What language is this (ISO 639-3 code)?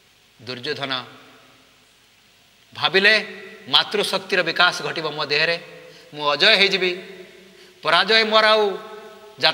ori